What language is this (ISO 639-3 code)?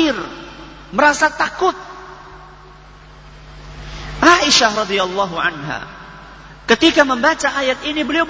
ind